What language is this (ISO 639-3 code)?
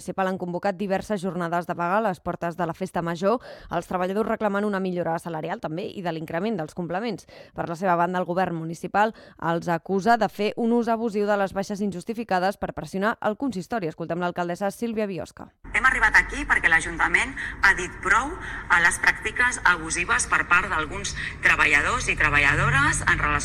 cat